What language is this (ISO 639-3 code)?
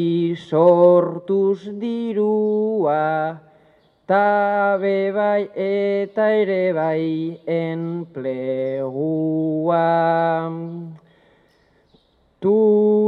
eus